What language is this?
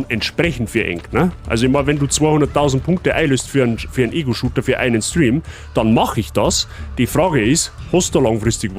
Bavarian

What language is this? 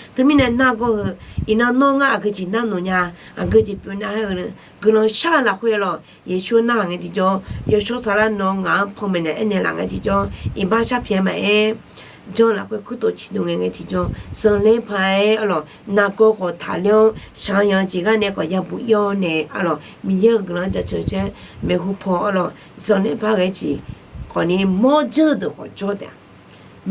Akha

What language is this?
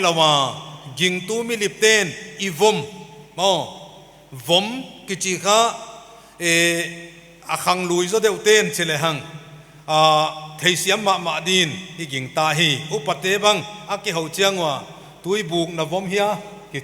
Paite Chin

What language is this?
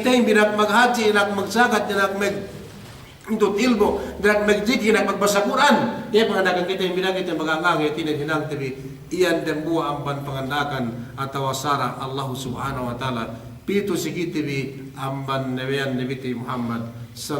Yakan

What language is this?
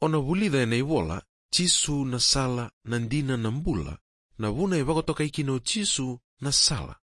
Fijian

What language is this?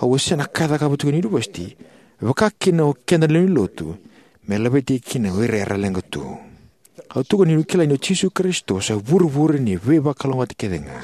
Fijian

